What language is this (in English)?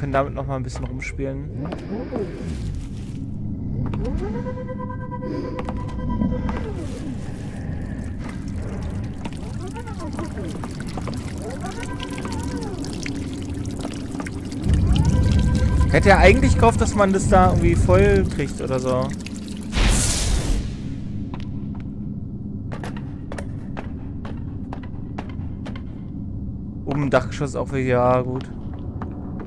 German